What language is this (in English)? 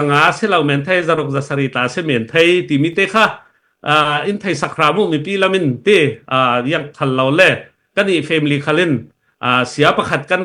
Falam Chin